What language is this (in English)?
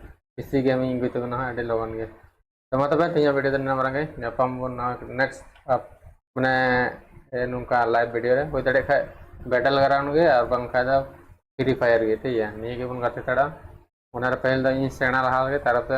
Santali